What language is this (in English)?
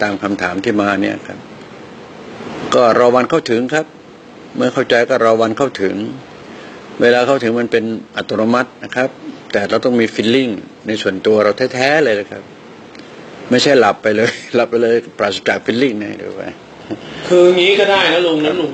Thai